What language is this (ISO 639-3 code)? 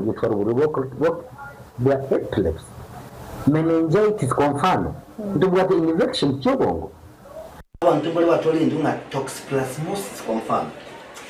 guz